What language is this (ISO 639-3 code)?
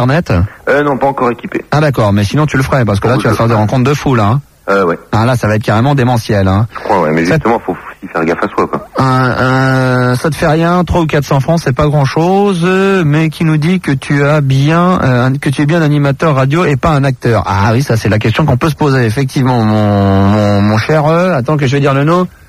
fra